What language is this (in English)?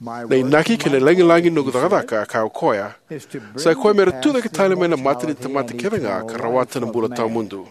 Fijian